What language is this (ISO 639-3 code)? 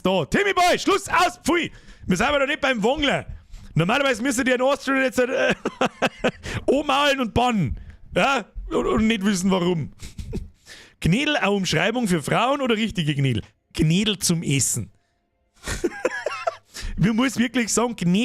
bar